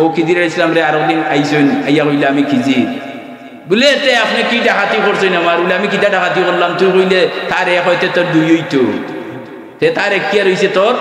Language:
Sylheti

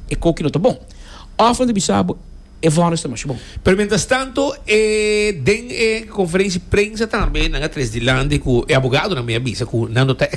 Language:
Papiamento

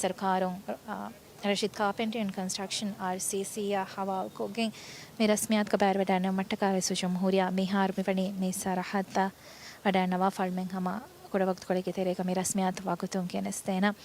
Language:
Divehi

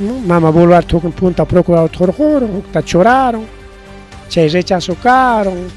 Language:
Ayacucho Quechua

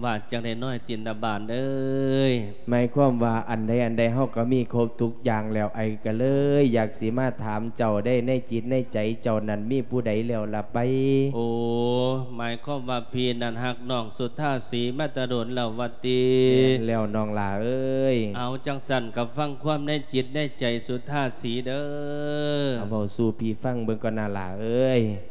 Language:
Lao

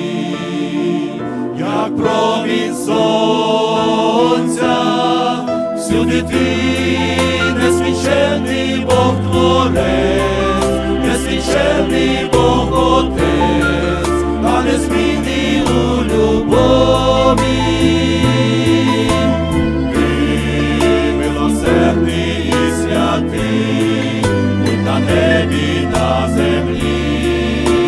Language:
Ukrainian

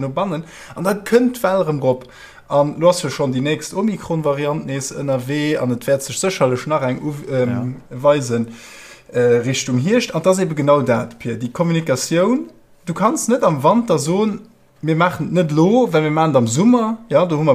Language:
Luxembourgish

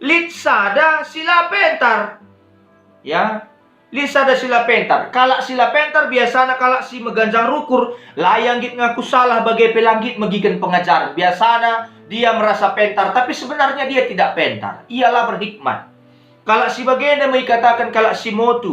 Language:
Batak Karo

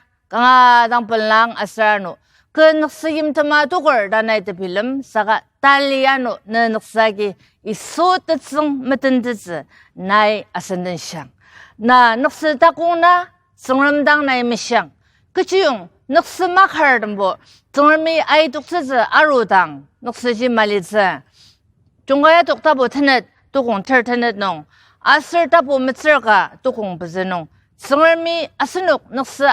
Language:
Ao Naga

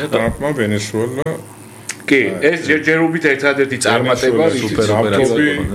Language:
Georgian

